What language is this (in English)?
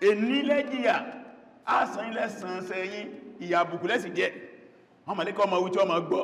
Yoruba